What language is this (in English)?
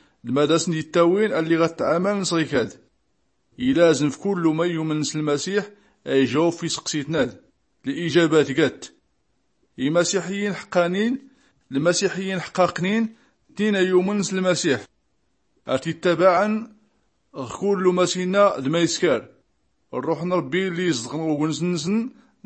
Tachelhit